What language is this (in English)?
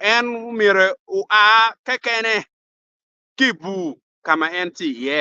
Acoli